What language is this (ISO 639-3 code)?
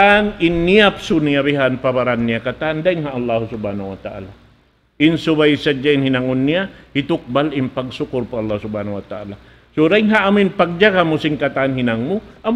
tsg